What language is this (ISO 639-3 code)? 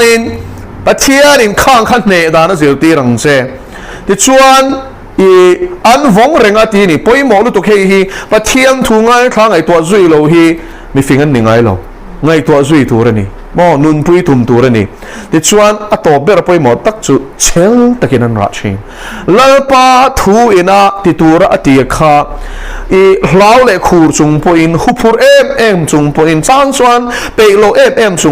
lus